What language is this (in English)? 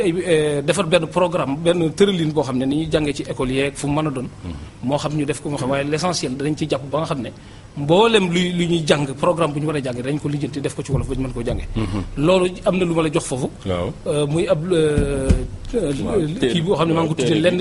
Wolof